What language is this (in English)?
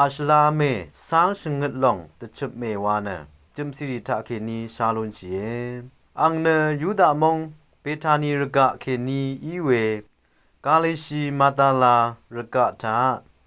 Rawang